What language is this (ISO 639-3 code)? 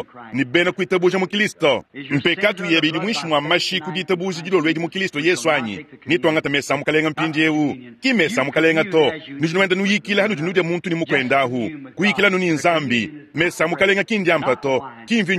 lua